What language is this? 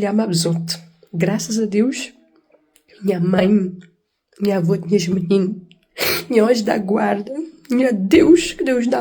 Kabuverdianu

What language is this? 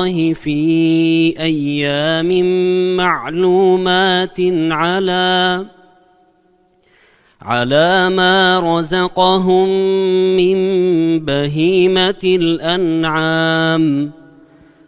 Arabic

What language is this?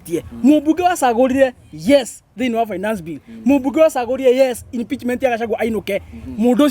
Kikuyu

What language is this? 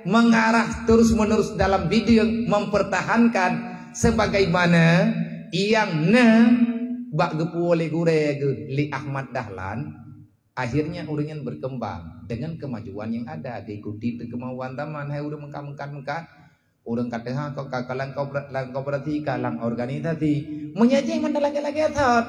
Achinese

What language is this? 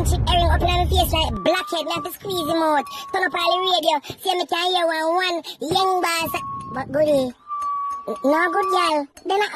Jamaican Creole English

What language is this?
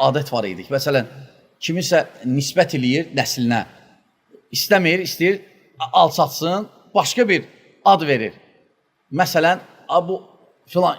Azerbaijani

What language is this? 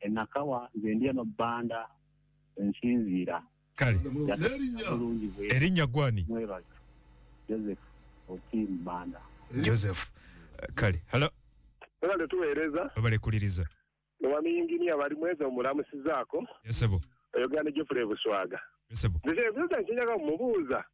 Ganda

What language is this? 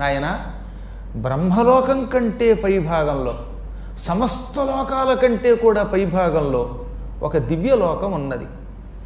Telugu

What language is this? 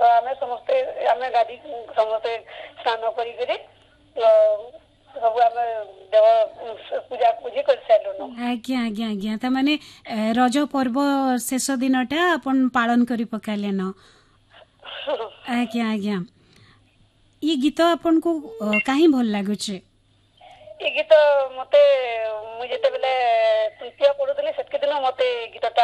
Odia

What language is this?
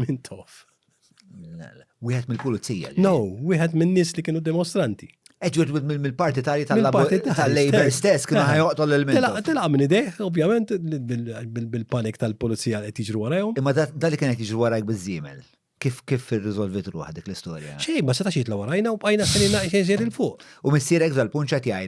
Maltese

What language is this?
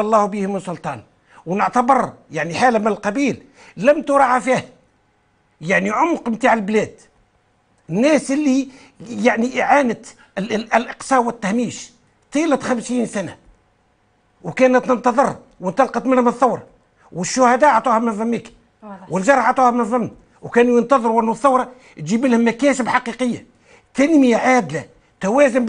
Tunisian Arabic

